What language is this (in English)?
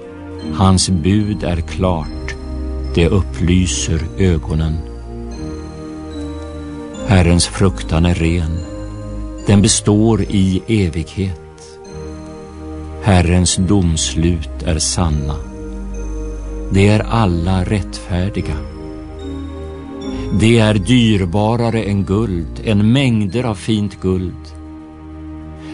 Swedish